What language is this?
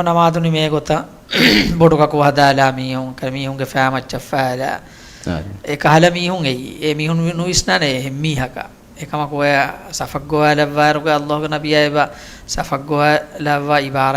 Divehi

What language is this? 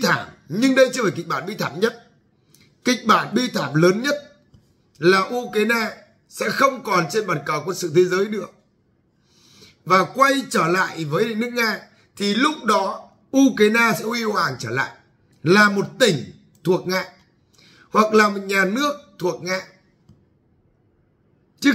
Vietnamese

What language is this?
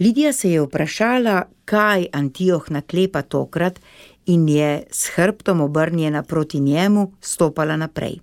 Slovenian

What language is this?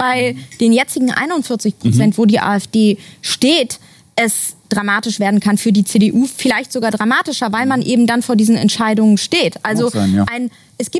German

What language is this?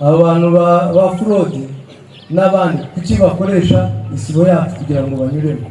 Kinyarwanda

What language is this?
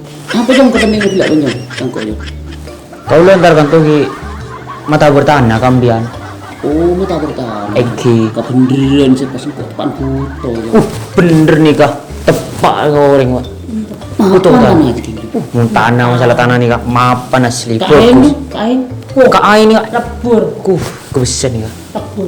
Madurese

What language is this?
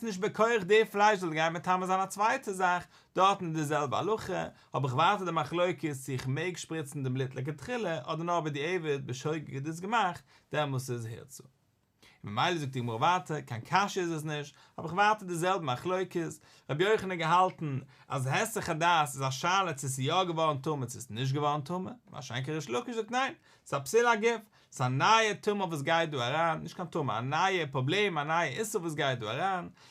Yiddish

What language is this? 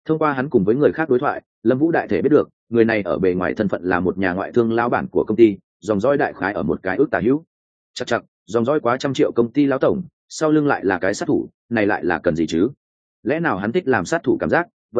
Vietnamese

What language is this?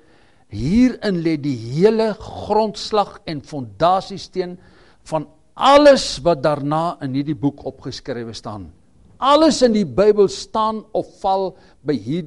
Afrikaans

